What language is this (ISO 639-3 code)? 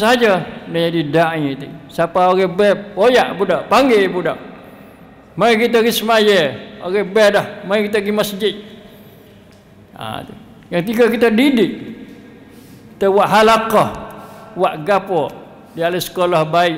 msa